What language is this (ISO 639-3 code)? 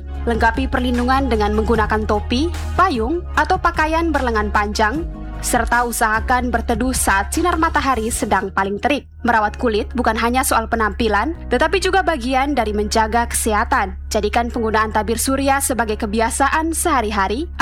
ind